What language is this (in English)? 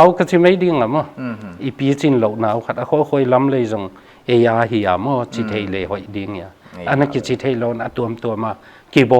Paite Chin